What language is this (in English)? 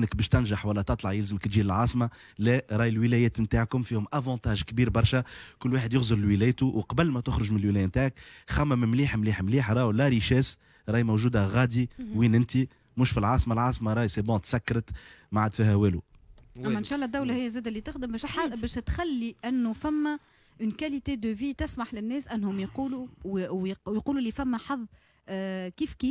Tunisian Arabic